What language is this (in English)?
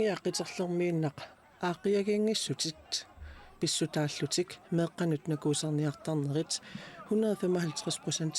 Kalaallisut